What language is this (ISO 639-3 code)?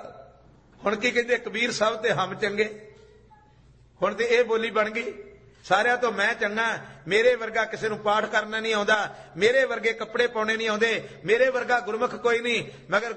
pan